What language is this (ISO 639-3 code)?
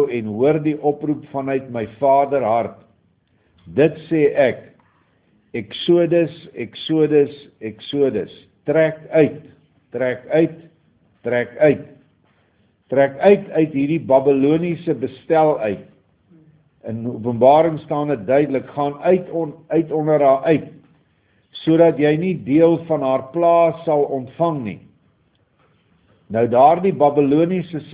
afr